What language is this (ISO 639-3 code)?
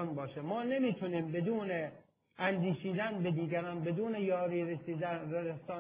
fas